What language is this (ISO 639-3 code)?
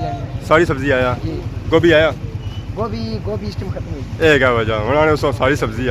phr